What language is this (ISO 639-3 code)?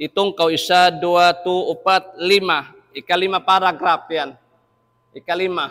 tsg